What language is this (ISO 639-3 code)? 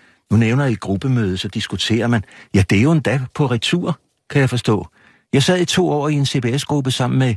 dan